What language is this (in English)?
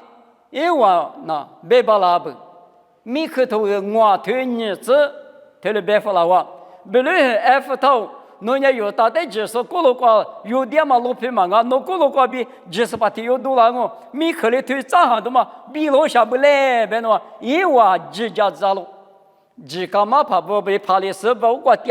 Lisu